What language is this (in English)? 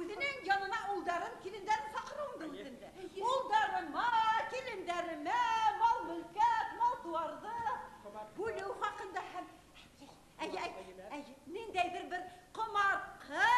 Bashkir